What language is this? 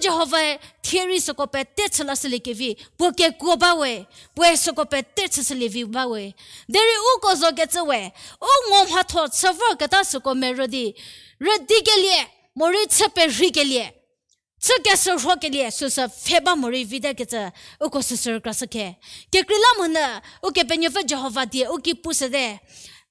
Angami Naga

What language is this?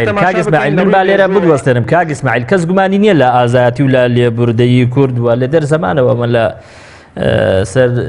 Central Kurdish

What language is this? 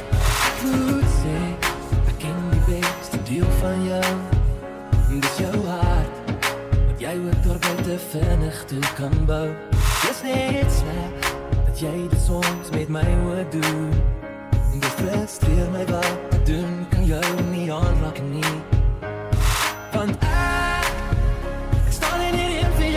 Afrikaans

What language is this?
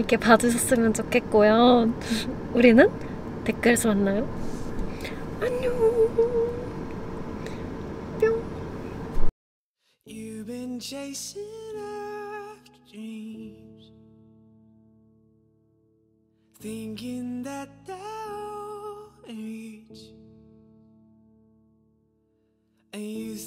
Korean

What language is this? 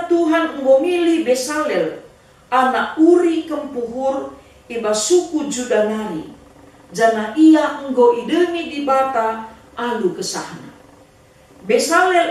Batak Karo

